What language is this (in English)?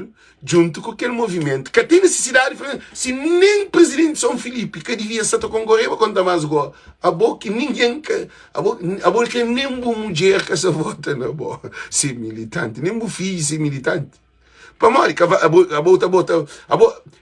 Kabuverdianu